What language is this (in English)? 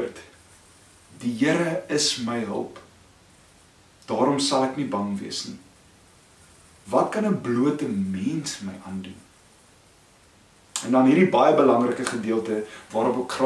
Afrikaans